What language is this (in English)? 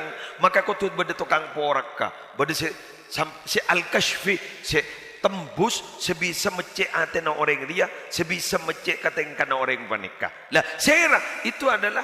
Madurese